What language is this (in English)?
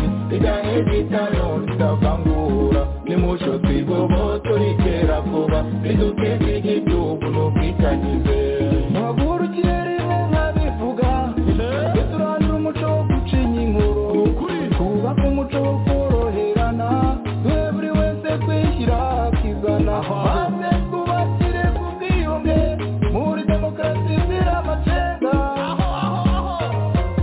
Kinyarwanda